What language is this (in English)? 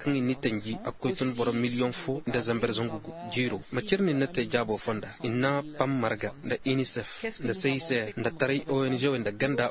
Zarma